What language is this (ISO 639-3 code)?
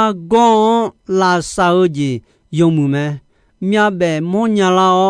ahk